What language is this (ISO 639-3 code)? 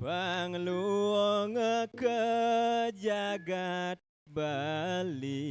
ban